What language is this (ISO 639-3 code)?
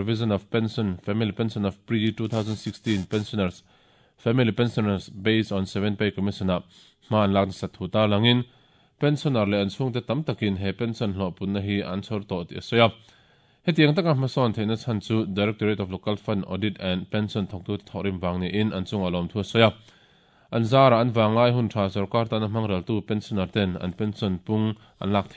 lus